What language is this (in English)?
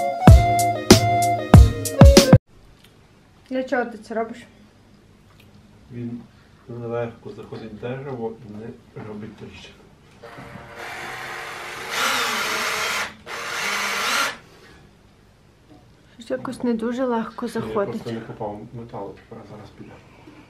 Ukrainian